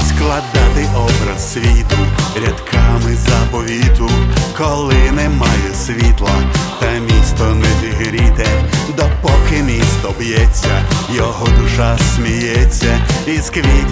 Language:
Ukrainian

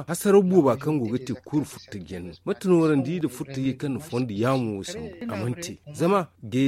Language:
Zarma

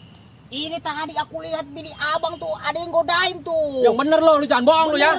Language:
Betawi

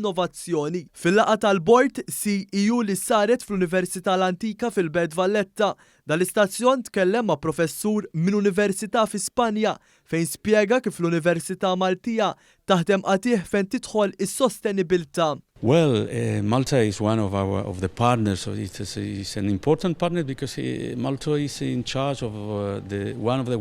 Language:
Maltese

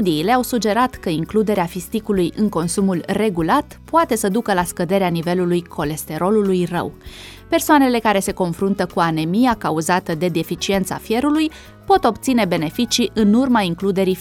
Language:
Romanian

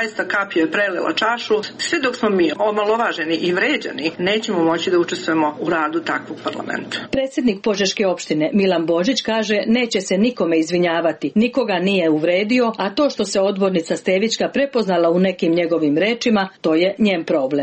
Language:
Serbian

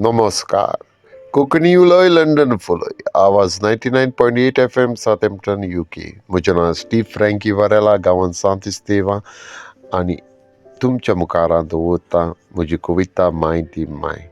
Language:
Konkani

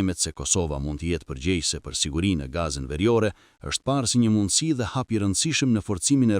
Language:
Albanian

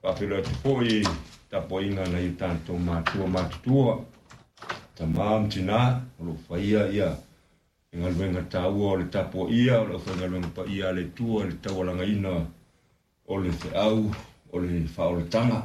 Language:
Samoan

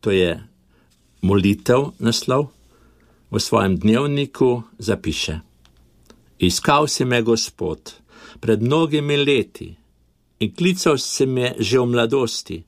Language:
Slovenian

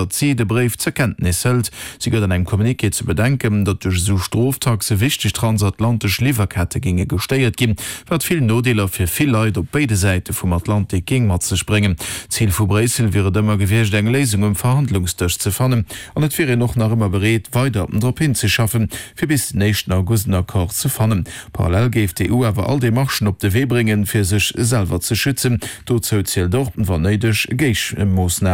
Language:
Luxembourgish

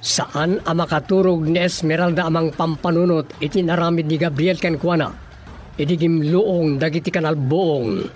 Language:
Iloko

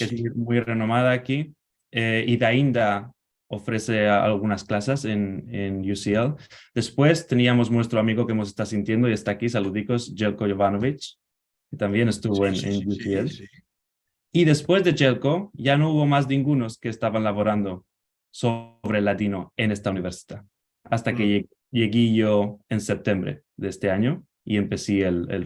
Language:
Ladino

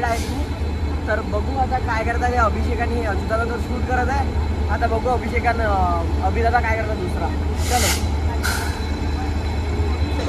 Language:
Marathi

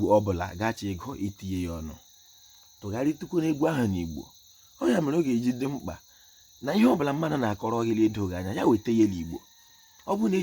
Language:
Igbo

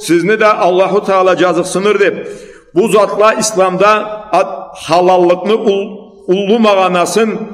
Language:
Karachay-Balkar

